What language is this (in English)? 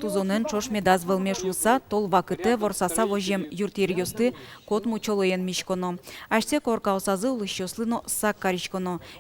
Udmurt